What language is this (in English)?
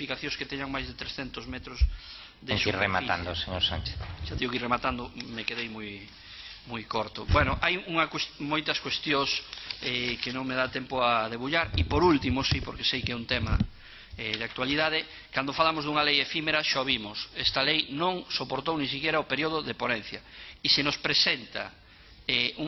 Galician